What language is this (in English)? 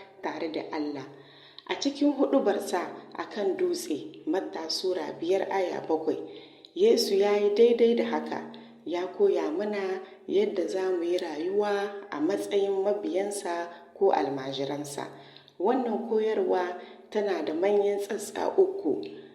Hausa